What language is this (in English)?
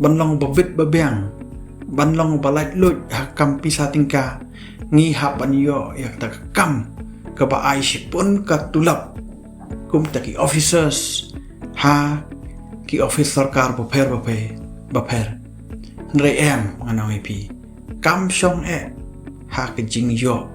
Khasi